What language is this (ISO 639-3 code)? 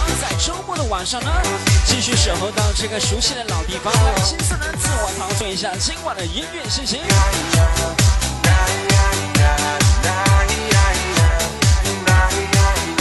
zho